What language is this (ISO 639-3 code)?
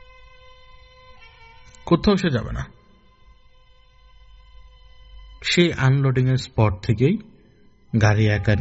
ben